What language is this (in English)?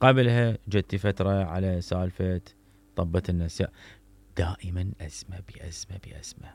Mesopotamian Arabic